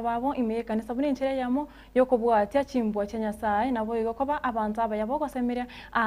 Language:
Gusii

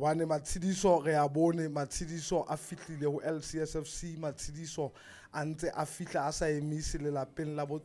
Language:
Southern Sotho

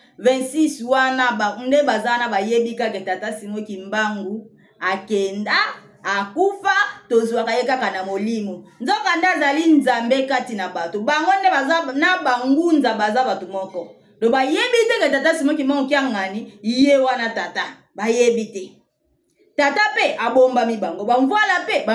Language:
Lingala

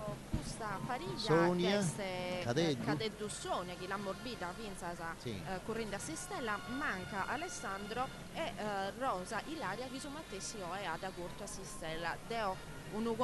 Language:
Sardinian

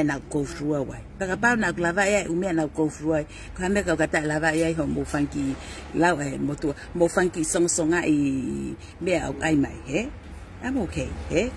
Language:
Tongan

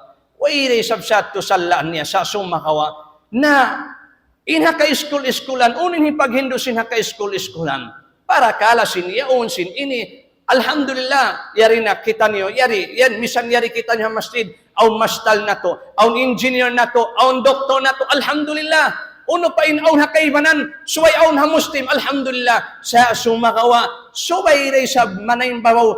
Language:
Tausug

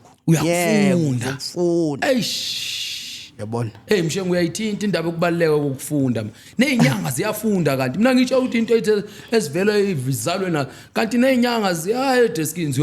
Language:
Zulu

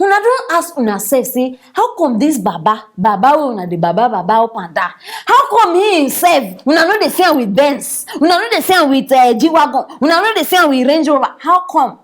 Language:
Nigerian Pidgin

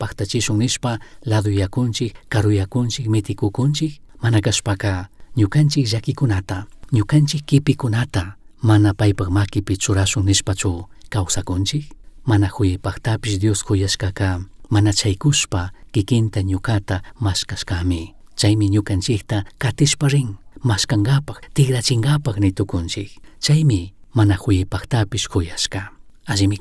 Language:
Chimborazo Highland Quichua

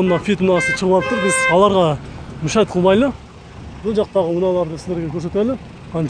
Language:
Kyrgyz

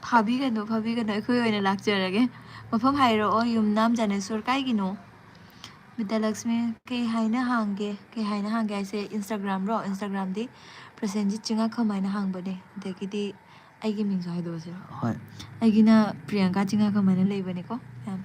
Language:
Manipuri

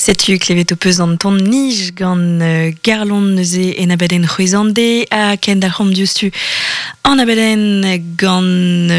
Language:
Breton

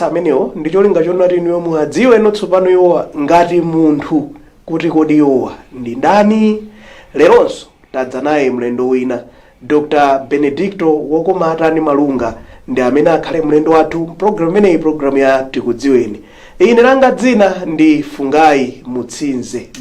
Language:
Nyanja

